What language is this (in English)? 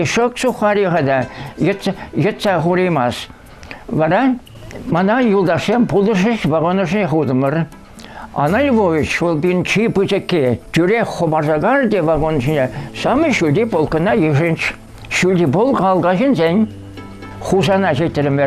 Chuvash